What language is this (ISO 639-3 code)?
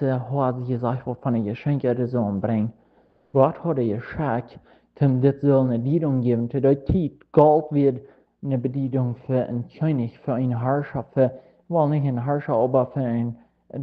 pdt